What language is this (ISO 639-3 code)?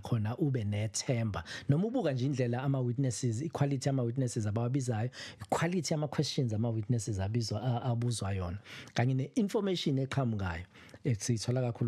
zul